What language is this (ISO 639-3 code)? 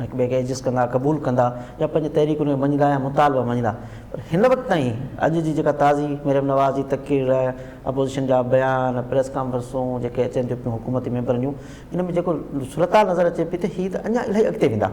snd